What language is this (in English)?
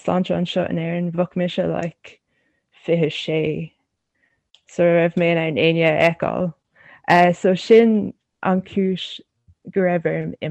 Irish